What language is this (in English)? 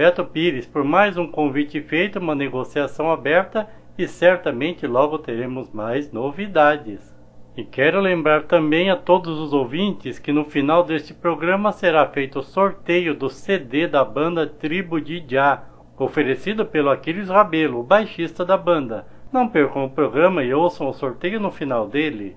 Portuguese